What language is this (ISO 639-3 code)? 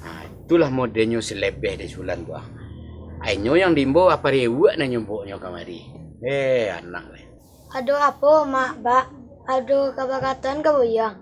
min